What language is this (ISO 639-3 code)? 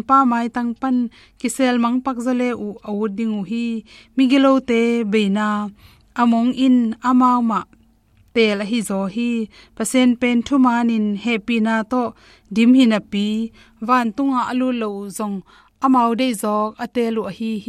ctd